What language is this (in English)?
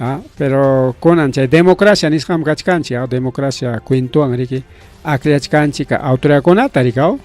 Ayacucho Quechua